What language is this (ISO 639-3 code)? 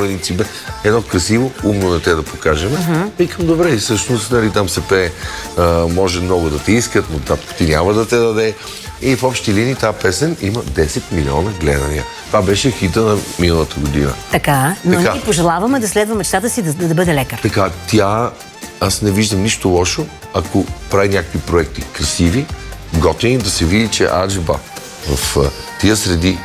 bul